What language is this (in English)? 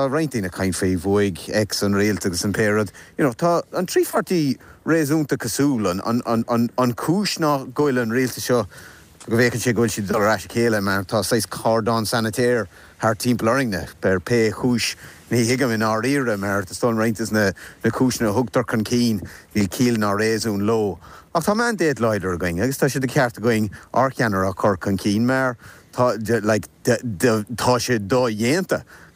Irish